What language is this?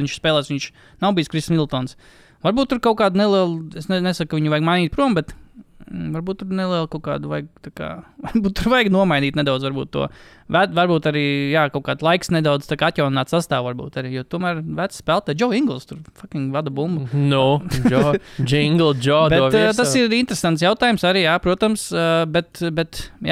Latvian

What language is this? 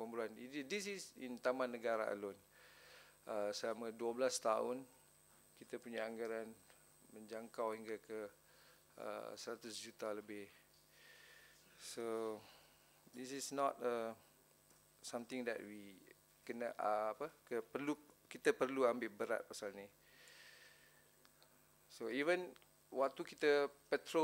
Malay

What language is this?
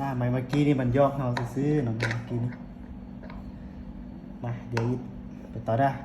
Lao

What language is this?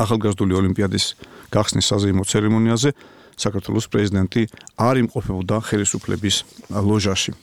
Georgian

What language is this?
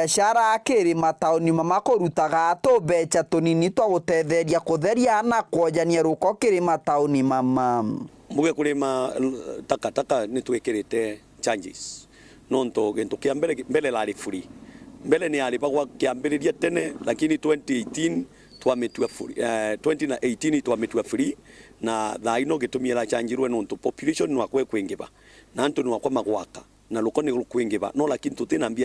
Meru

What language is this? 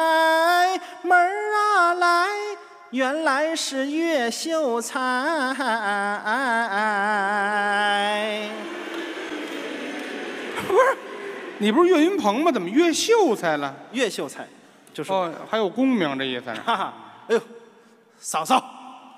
Chinese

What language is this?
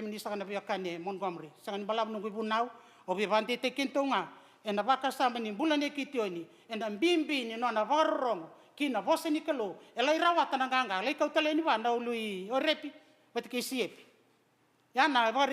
Fijian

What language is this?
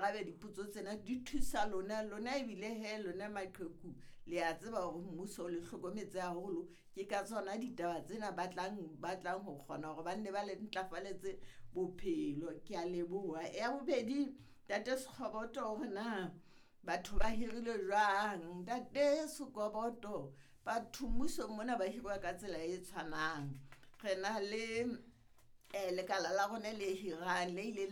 Southern Sotho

